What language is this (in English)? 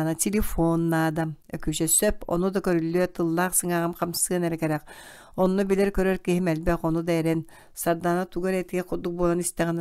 Yakut